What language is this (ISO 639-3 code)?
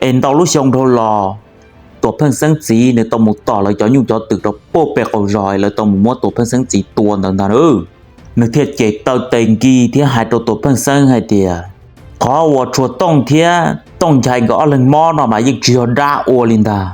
hmn